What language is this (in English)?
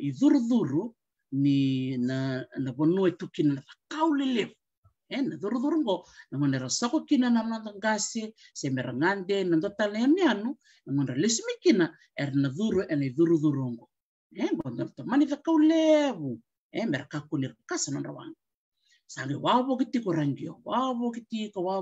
Fijian